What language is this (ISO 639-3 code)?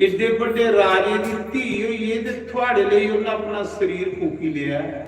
doi